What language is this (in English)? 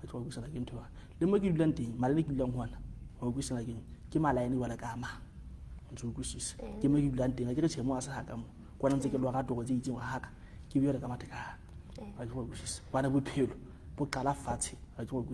Southern Sotho